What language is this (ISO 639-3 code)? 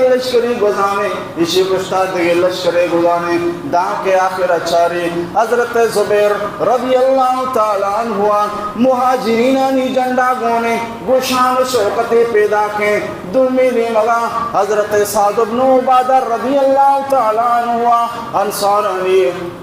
bal